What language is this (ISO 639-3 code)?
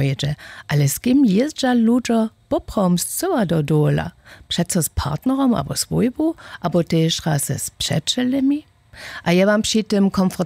hsb